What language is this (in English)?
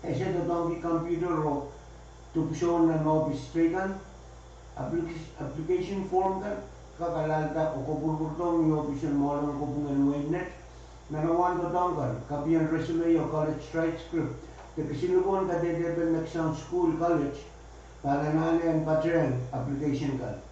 Pohnpeian